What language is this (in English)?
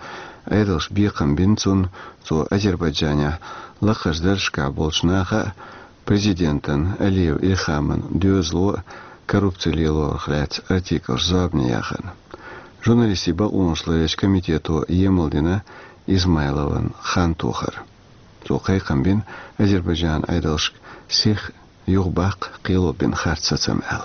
Chechen